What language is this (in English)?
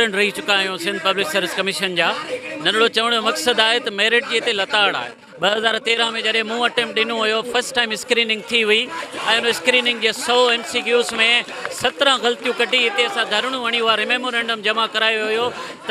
Sindhi